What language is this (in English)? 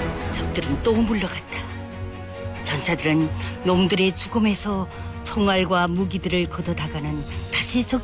Korean